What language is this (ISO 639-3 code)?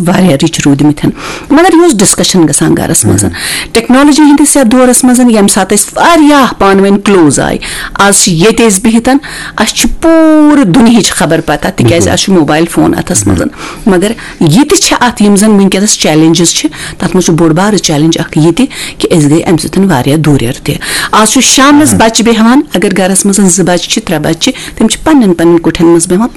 kas